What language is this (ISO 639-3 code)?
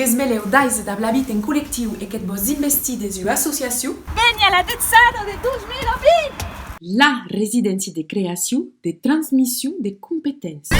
oci